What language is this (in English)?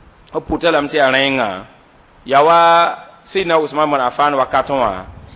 Mossi